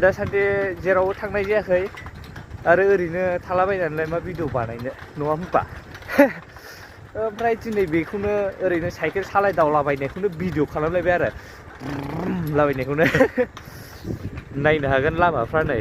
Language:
Bodo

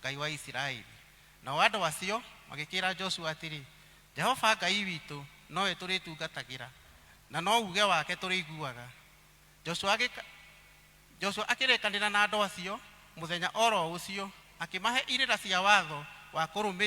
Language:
Kikuyu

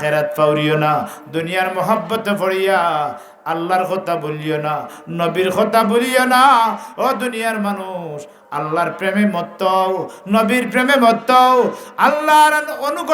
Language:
Sylheti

